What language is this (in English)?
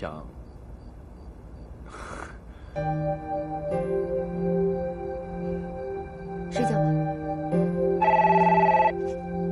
Chinese